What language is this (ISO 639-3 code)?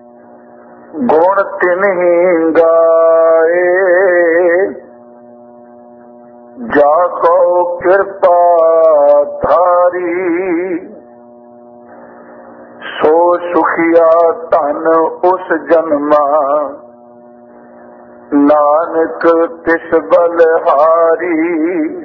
pan